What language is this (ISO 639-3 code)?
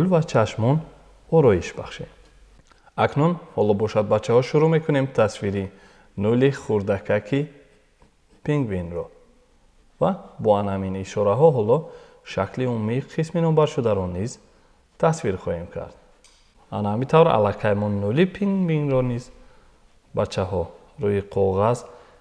tgk